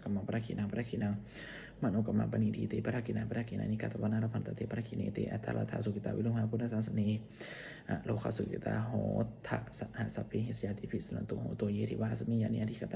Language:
Pali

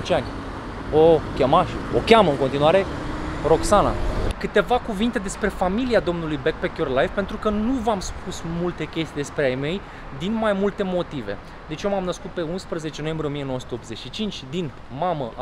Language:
Romanian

